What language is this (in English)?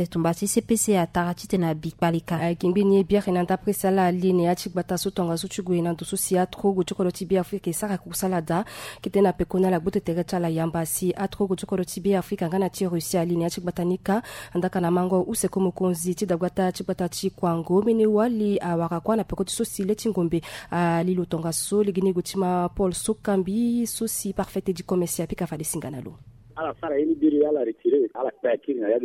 Sango